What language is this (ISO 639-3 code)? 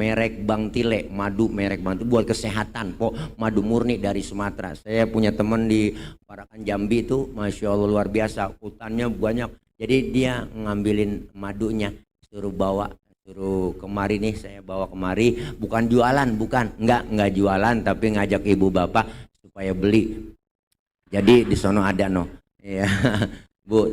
bew